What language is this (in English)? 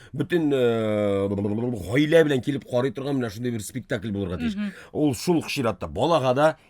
Tatar